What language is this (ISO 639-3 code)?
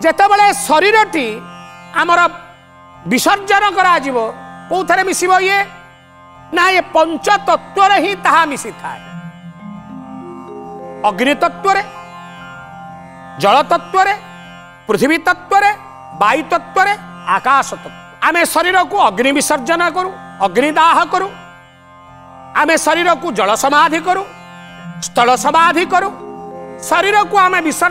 ori